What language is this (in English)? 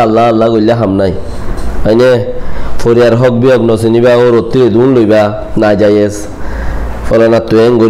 Rohingya